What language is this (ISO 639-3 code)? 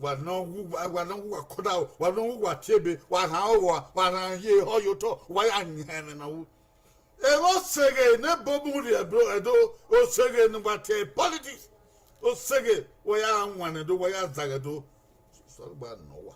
bin